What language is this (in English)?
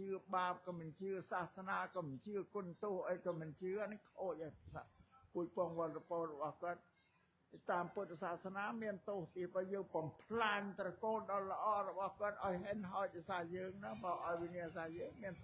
Khmer